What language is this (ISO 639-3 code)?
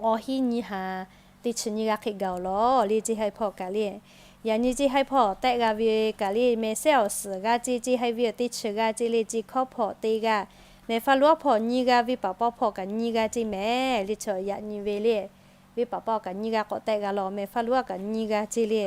lhu